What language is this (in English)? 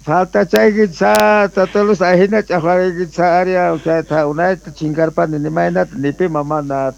Quechua